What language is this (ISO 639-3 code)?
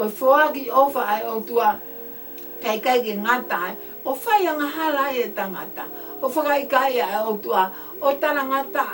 ton